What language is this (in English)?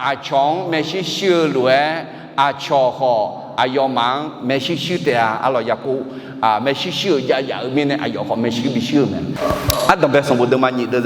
Akha